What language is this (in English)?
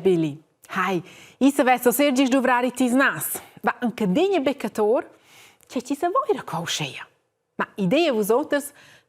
Romansh